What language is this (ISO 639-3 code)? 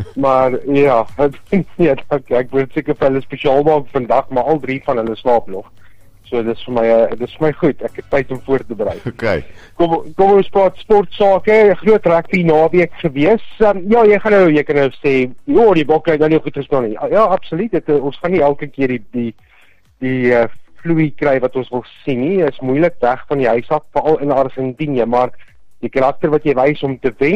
afr